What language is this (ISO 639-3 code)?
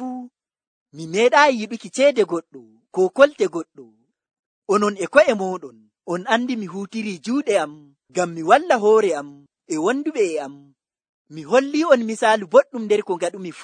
fuv